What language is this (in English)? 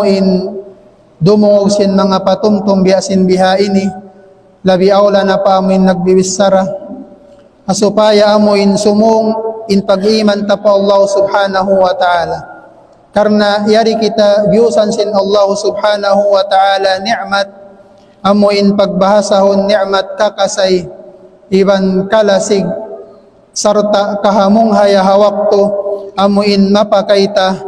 Tausug